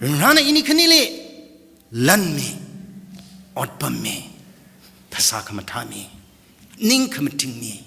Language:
Tangkhul Naga (India)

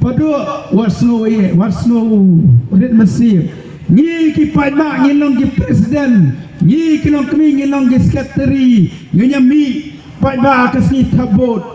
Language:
Khasi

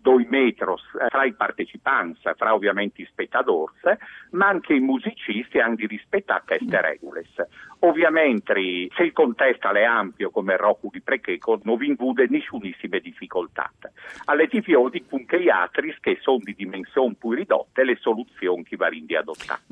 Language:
Friulian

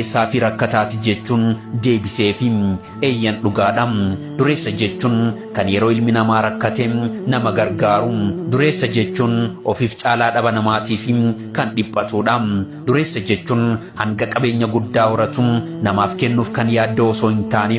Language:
Oromo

